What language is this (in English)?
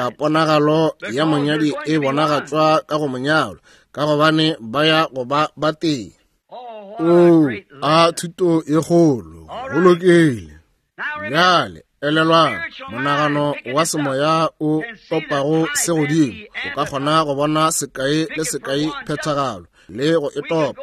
Northern Sotho